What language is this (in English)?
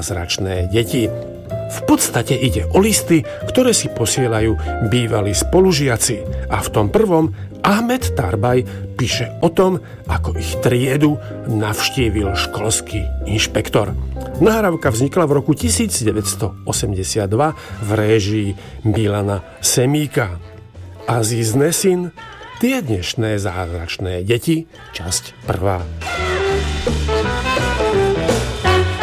Slovak